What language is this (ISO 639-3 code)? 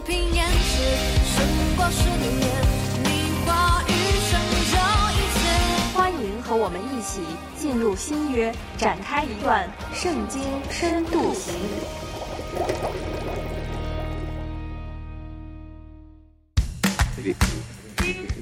zho